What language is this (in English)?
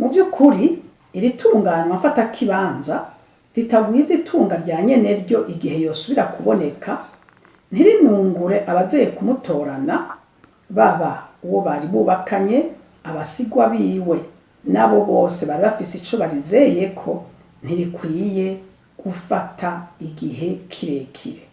Rundi